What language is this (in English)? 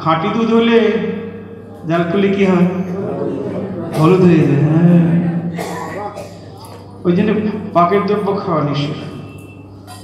Bangla